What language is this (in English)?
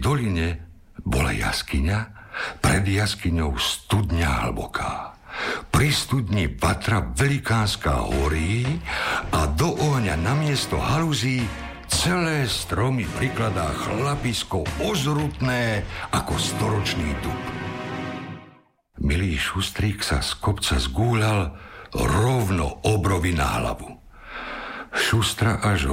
Slovak